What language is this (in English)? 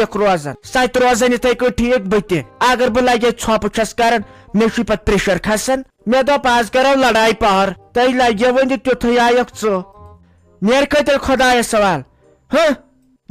Kashmiri